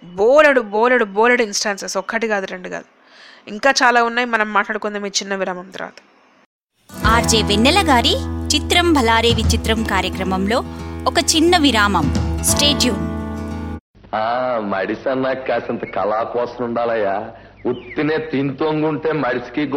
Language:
Telugu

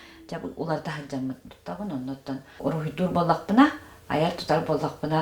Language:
Yakut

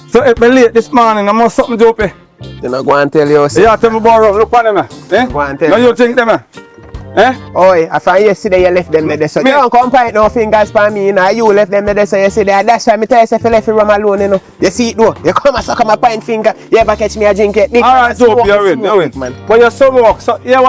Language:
Jamaican Creole English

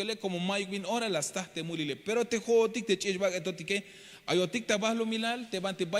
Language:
Tzeltal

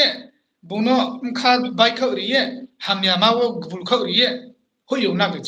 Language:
Riang (India)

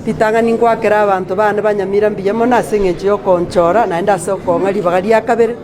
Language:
Gusii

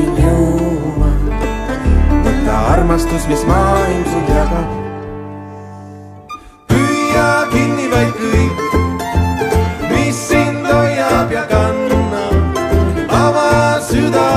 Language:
Estonian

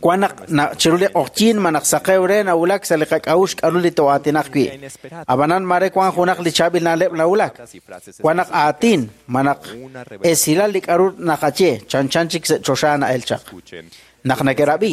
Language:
Kekchí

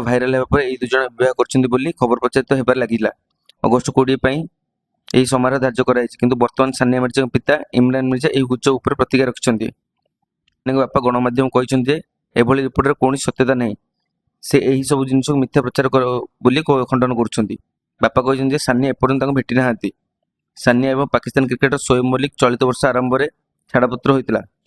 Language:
Odia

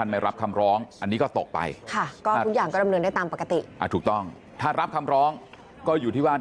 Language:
Thai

